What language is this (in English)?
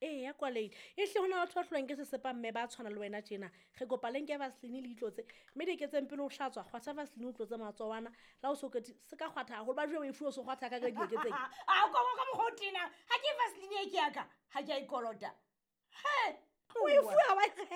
Southern Sotho